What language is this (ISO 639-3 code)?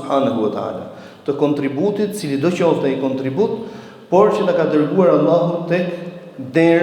sqi